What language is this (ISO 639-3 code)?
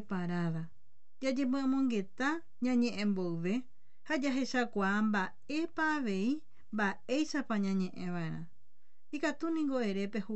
grn